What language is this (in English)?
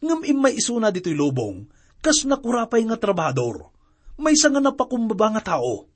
Iloko